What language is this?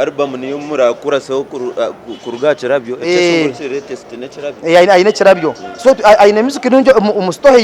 Nyankole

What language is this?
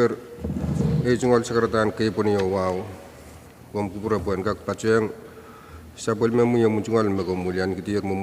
Pohnpeian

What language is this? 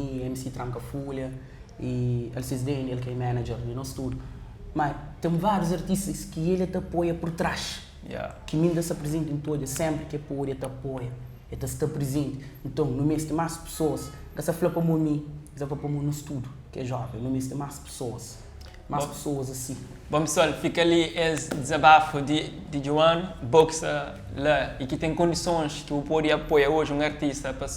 Kabuverdianu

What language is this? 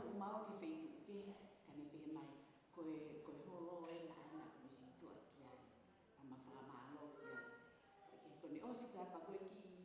Tongan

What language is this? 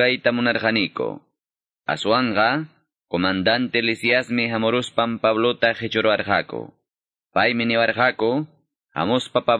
Quechua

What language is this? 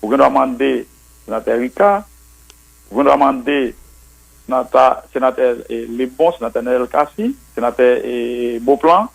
Haitian Creole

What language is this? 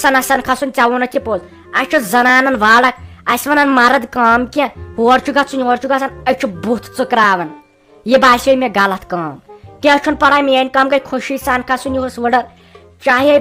Kashmiri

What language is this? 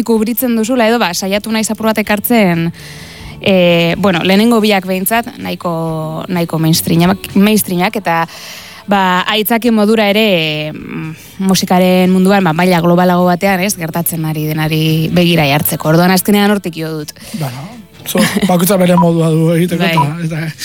Basque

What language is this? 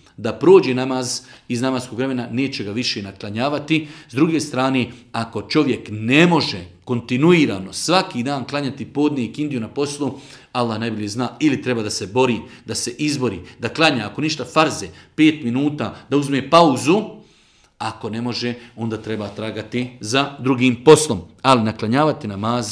Bosnian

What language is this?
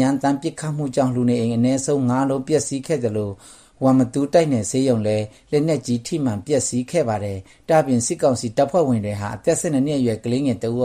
Burmese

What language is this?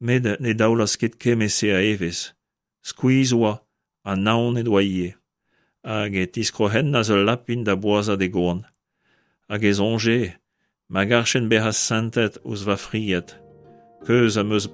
Breton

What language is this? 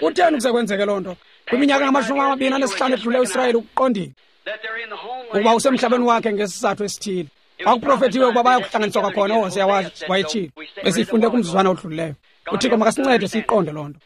Xhosa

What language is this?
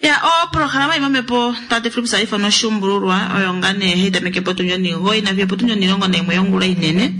Kuanyama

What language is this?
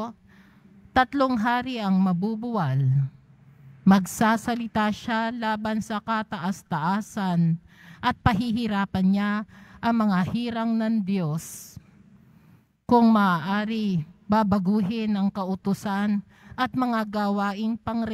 Filipino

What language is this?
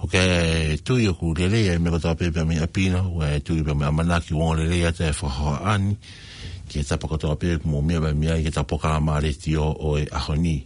Tongan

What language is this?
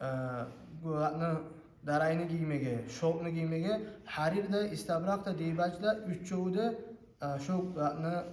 Kumyk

